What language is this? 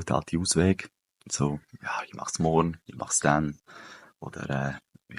Swiss German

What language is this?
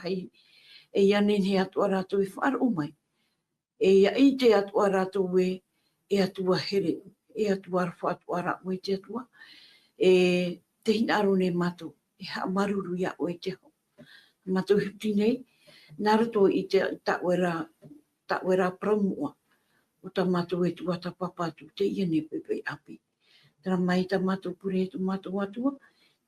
Tahitian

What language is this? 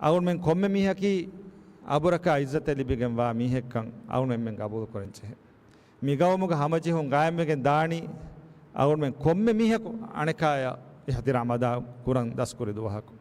Divehi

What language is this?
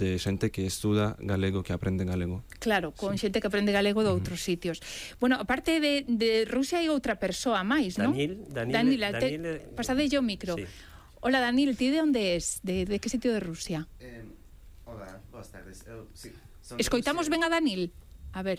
Galician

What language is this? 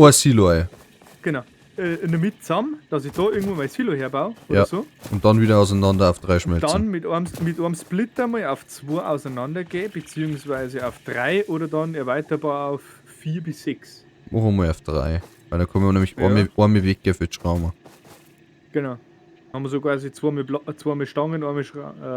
Bavarian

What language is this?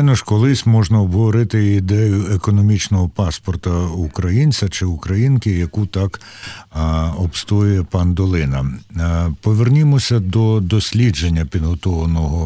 Ukrainian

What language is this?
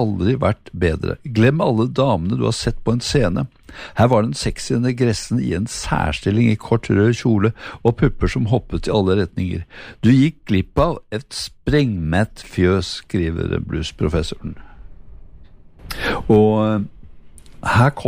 Norwegian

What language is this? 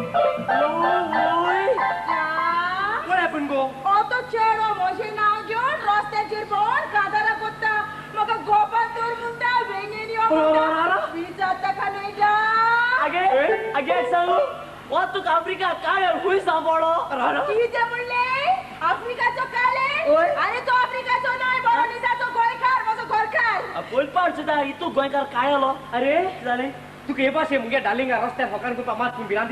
Konkani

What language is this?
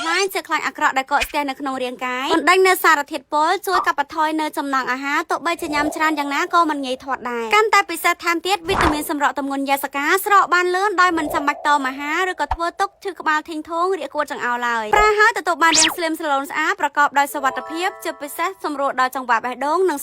Khmer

